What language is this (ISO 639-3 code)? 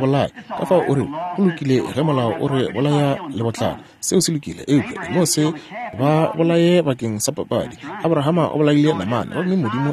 nso